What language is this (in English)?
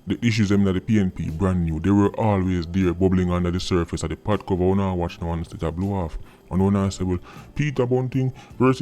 Jamaican Creole English